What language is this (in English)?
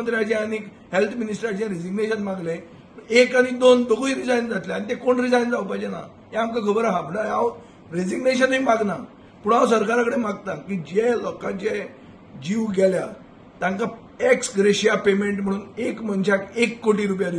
Konkani